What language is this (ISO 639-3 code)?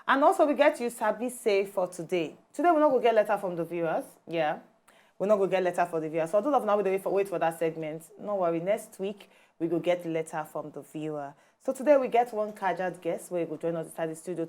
pcm